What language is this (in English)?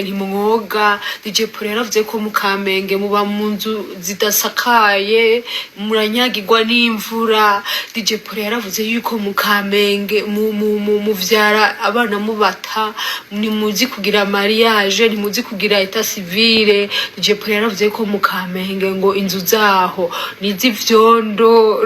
Rundi